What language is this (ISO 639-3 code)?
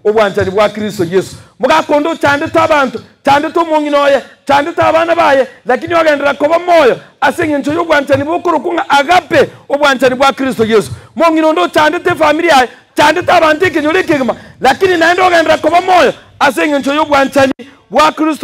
guz